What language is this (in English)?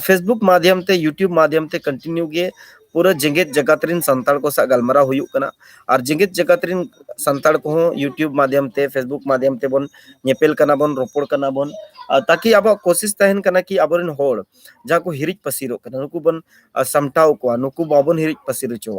Santali